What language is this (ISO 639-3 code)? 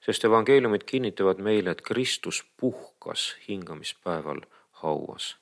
est